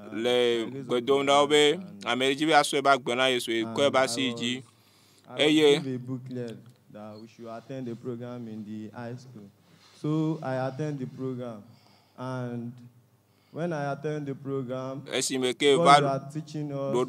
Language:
Ewe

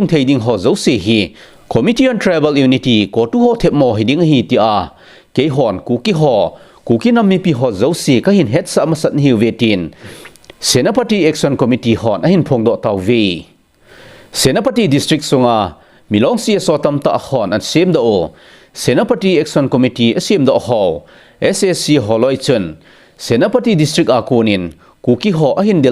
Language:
Thado Chin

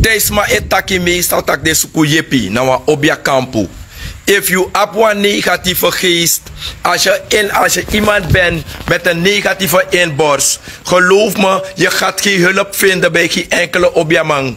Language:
Sranan Tongo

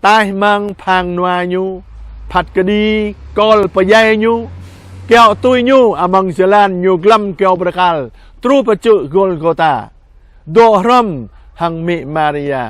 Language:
Jarai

